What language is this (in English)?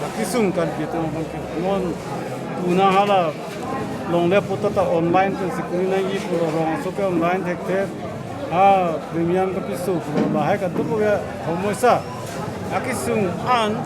Karbi